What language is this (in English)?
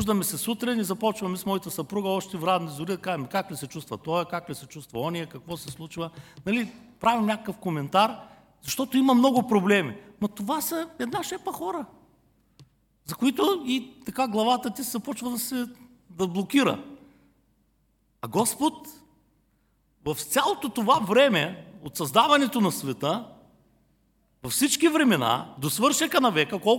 Bulgarian